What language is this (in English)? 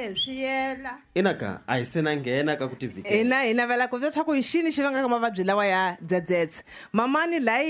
Tsonga